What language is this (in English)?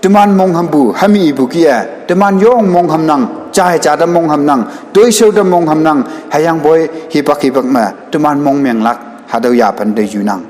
Konyak Naga